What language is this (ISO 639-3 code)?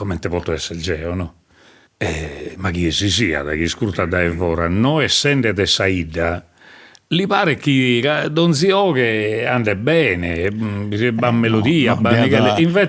srd